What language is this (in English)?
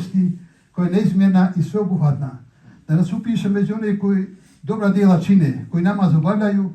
Bosnian